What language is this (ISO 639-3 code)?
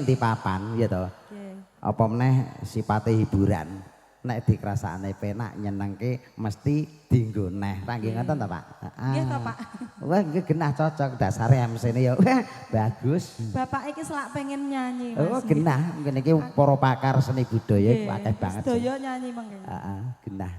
jav